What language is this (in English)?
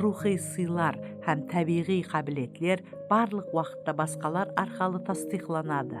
Kara-Kalpak